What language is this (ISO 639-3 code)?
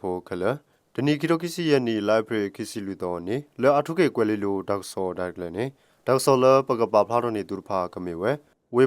ksw